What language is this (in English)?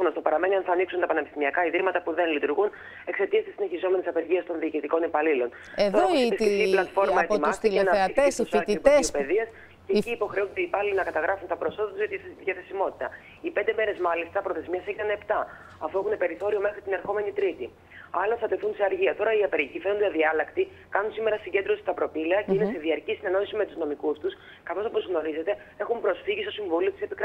Greek